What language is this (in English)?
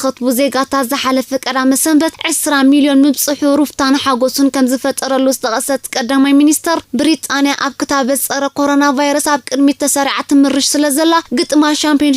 Tigrinya